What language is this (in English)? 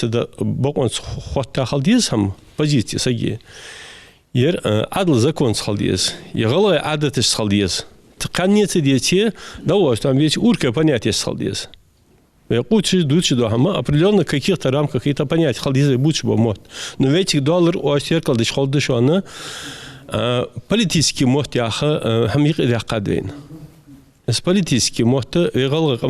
Ingush